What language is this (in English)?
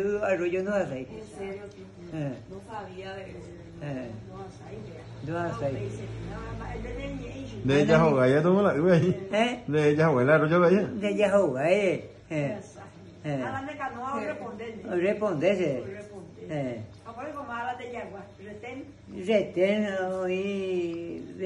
Guarani